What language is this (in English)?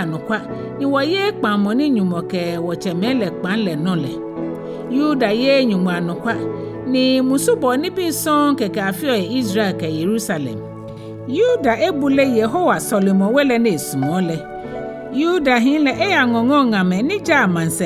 Ga